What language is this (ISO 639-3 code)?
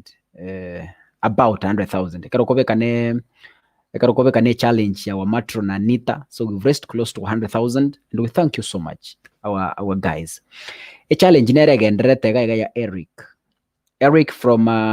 guz